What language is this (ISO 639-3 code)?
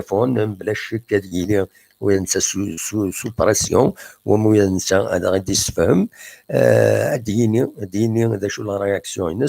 kab